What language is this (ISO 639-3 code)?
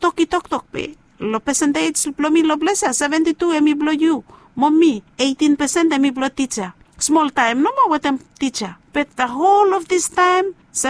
bis